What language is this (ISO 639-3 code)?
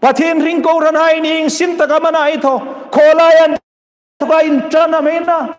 hmr